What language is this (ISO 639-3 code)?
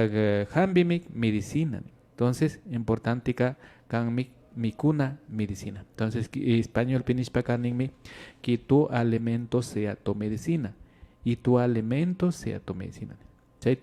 qvi